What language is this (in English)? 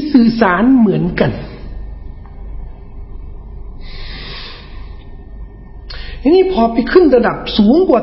Thai